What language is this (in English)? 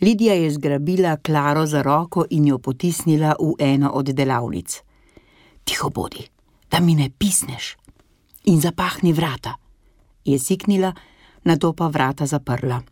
Slovenian